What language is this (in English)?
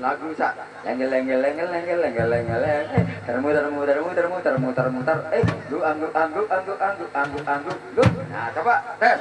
Sasak